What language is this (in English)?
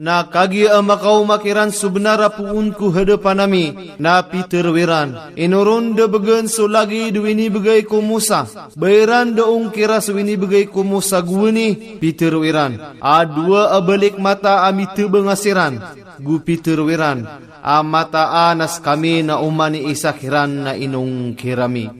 Maranao